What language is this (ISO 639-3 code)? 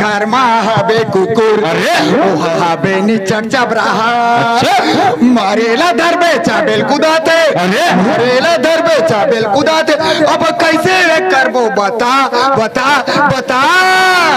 hne